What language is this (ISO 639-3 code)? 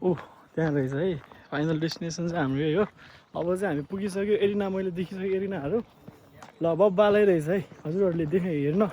nep